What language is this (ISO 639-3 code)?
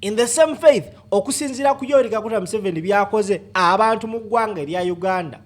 lug